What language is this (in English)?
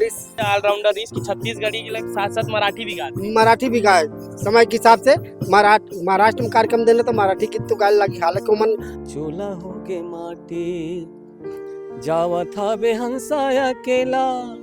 Chhattisgarhi